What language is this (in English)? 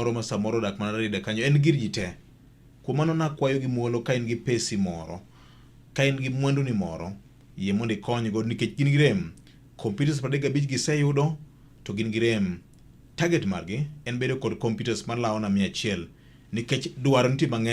Luo (Kenya and Tanzania)